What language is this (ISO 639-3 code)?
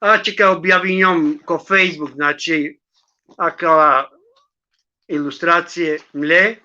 rmn